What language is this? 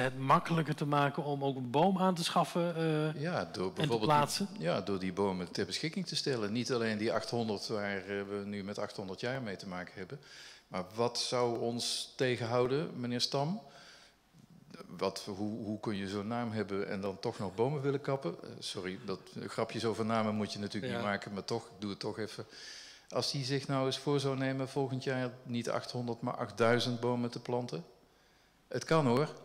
Dutch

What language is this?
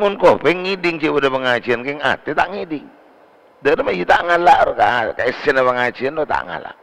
Madurese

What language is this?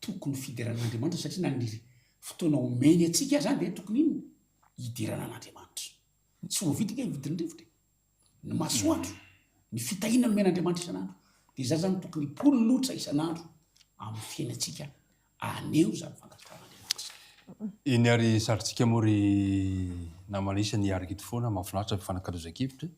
Malagasy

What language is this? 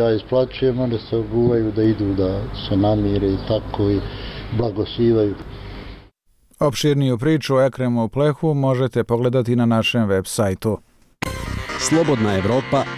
Bosnian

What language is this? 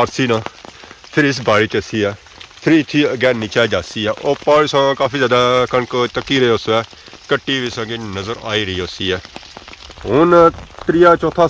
Pahari-Potwari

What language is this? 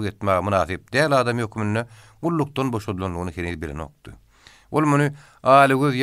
Turkmen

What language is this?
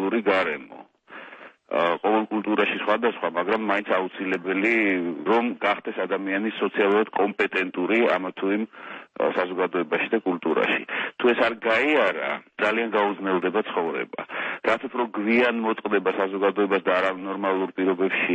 Georgian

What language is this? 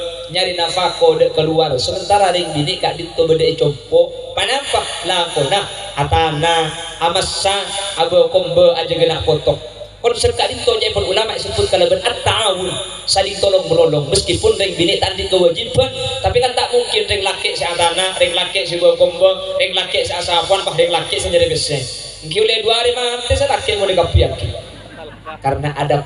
Madurese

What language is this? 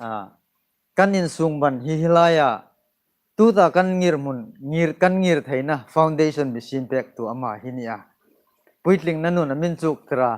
Hmar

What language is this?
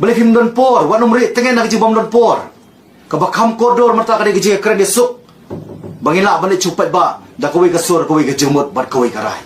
Khasi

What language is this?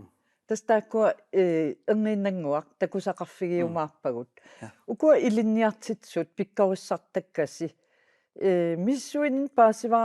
Kalaallisut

